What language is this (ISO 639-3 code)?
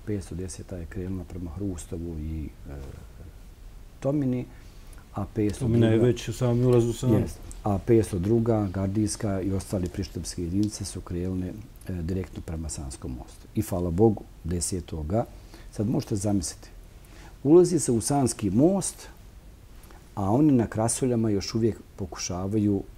bos